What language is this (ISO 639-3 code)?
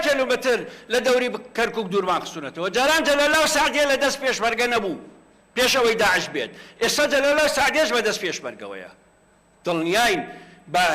ckb